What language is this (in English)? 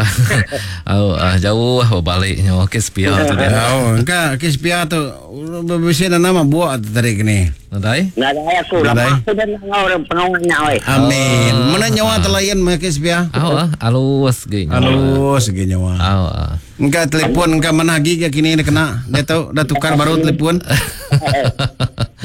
Iban